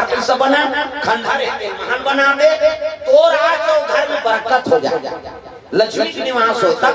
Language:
Chhattisgarhi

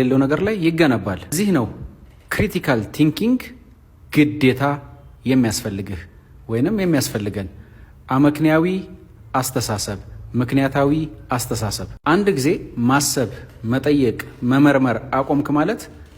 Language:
Amharic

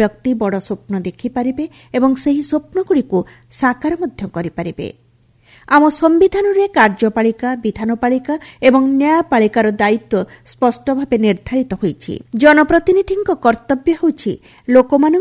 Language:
Odia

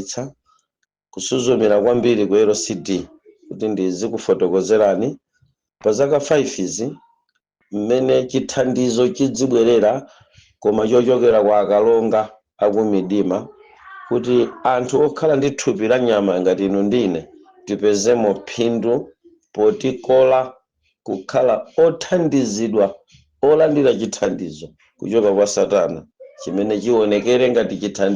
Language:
Nyanja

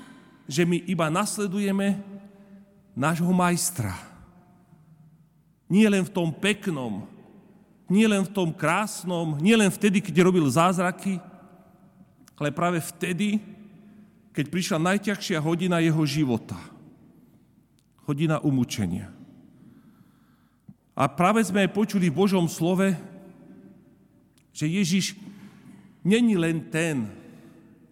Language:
Slovak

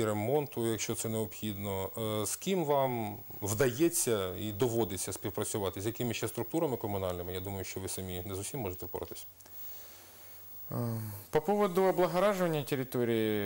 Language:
Ukrainian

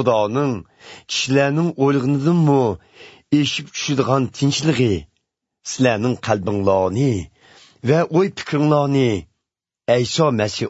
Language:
Uyghur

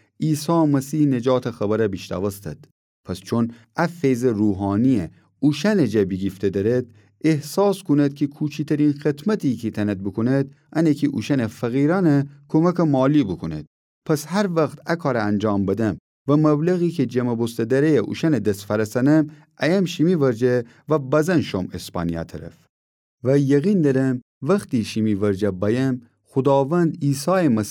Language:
Gilaki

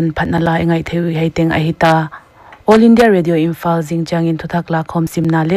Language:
Paite Chin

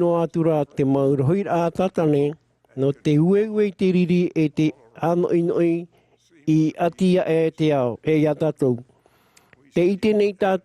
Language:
Tahitian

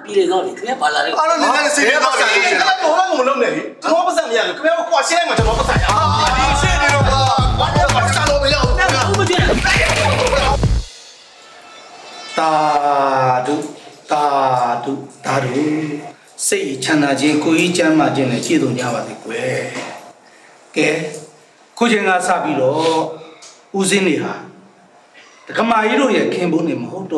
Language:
Burmese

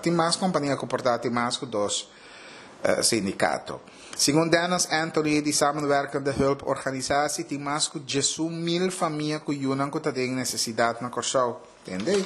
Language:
Papiamento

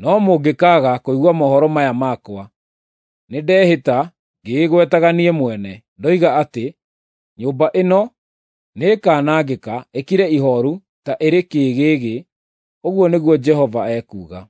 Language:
Kikuyu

